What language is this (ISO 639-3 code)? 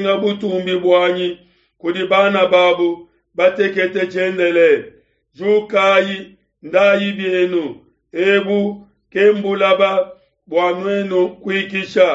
lua